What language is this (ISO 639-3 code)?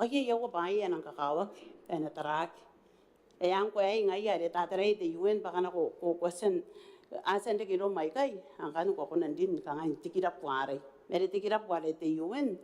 gil